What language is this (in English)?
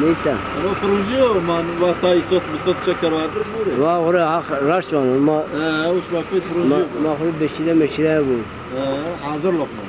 Zaza